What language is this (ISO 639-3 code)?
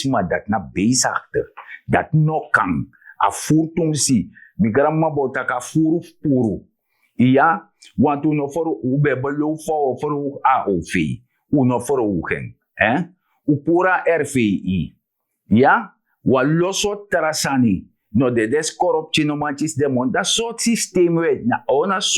srn